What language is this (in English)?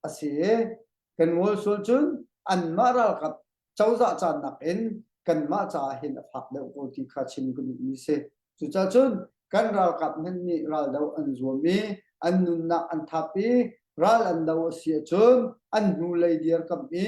Hakha Chin